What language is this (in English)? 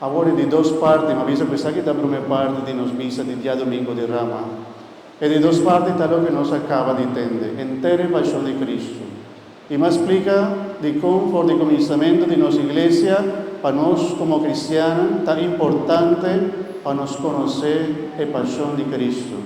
Papiamento